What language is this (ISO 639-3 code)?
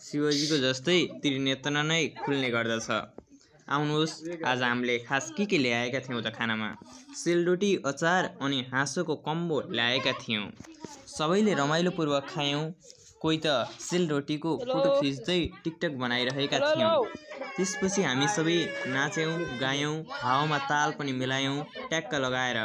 nep